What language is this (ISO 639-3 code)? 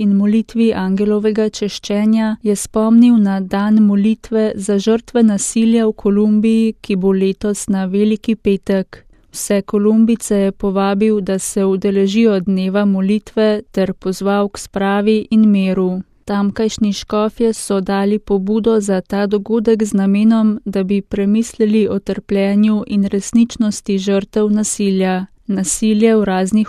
slv